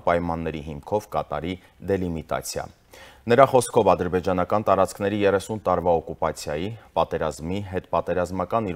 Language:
Armenian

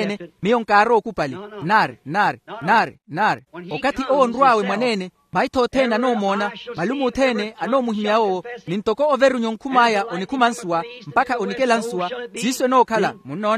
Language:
Makhuwa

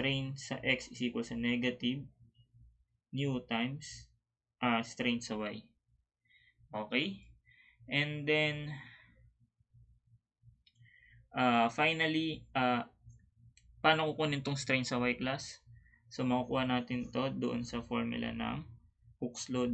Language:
Filipino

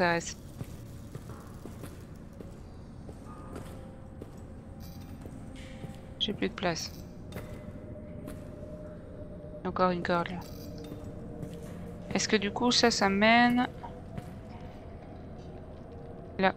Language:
French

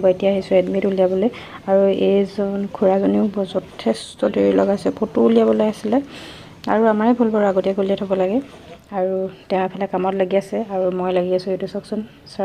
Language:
Assamese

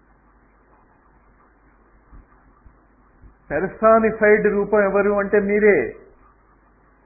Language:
Telugu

